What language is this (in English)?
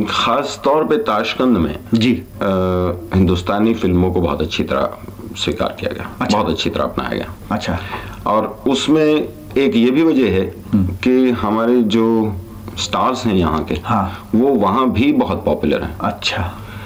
Hindi